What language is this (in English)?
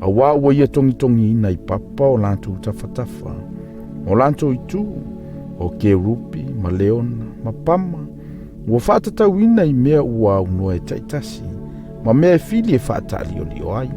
Samoan